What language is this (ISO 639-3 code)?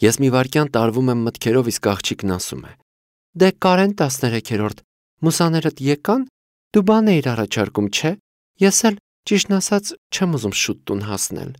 hye